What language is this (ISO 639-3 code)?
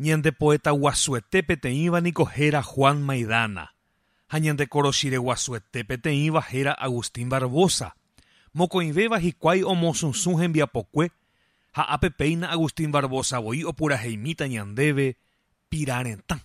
grn